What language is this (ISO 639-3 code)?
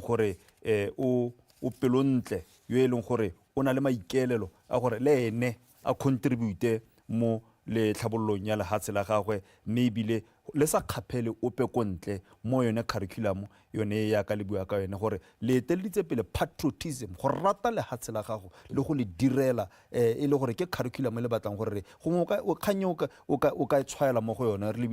tsn